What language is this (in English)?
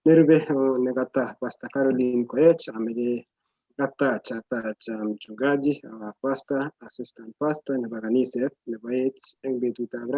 Kalenjin